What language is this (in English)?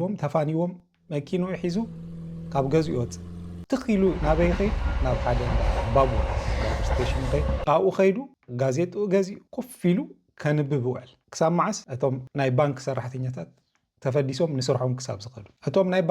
Tigrinya